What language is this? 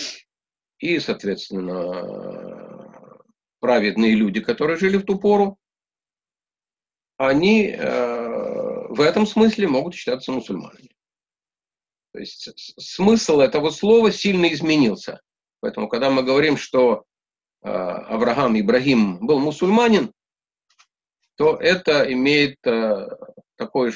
Russian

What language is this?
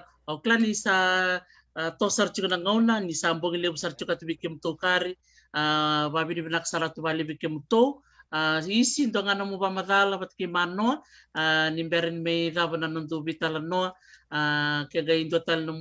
Fijian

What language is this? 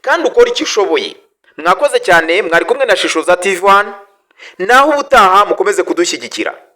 Kinyarwanda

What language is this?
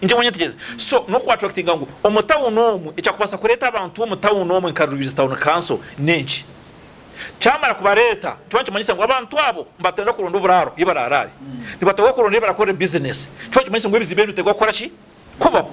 Nyankole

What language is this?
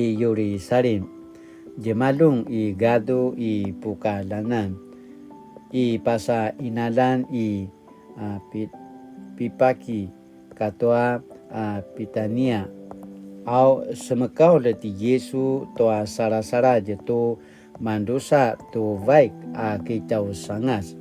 Paiwan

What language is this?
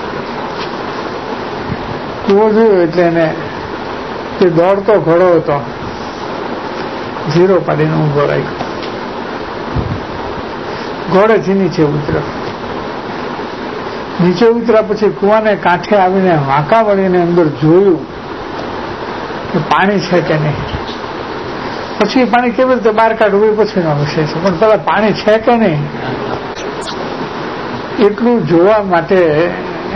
Gujarati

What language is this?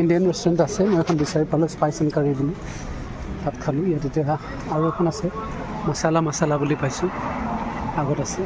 Assamese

